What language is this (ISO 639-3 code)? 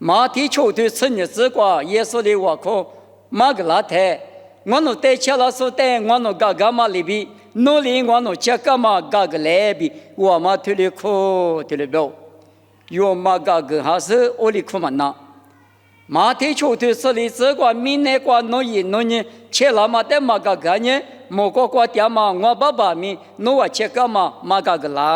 lis